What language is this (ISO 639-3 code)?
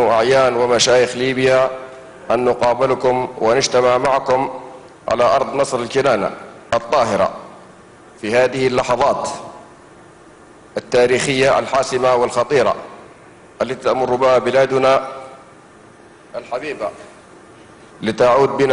arz